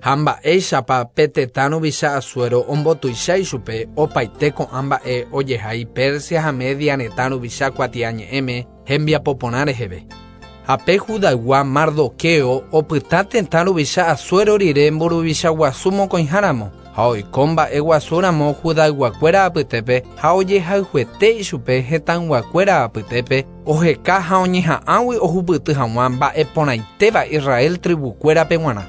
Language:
Guarani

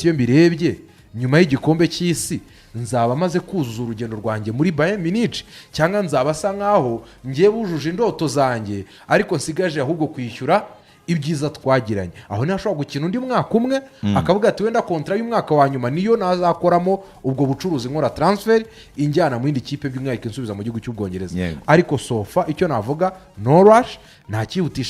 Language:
Kinyarwanda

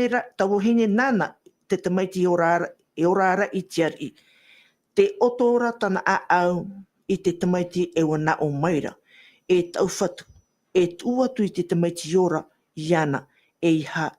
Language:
Tahitian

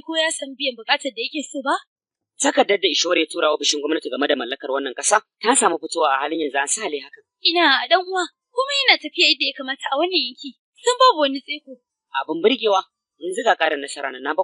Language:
Hausa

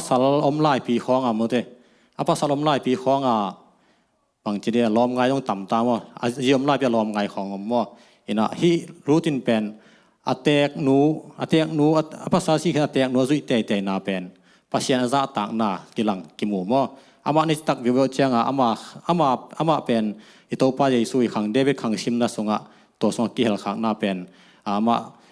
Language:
Tedim Chin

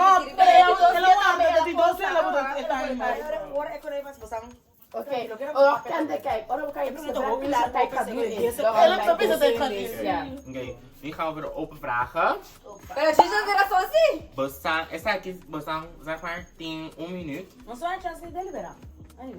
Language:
Papiamento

